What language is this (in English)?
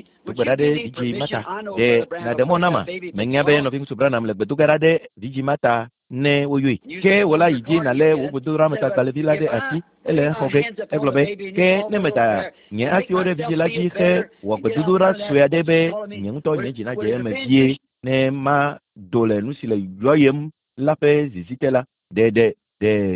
Ewe